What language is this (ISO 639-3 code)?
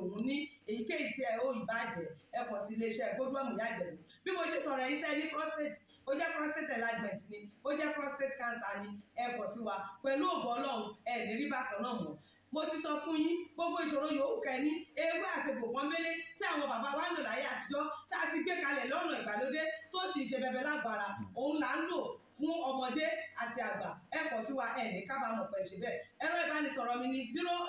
yor